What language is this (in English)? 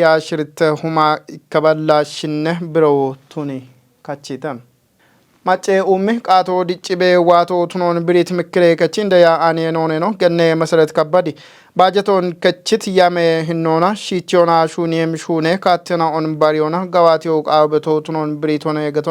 Kafa